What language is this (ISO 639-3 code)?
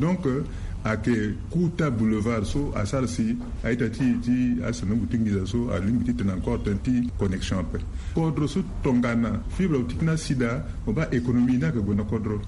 sag